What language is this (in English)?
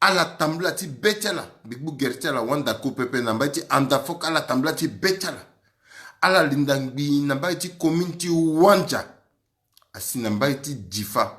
Sango